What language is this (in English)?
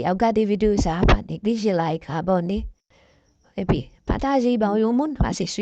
Haitian Creole